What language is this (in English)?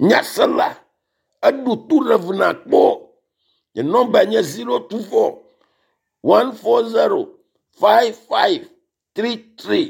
Ewe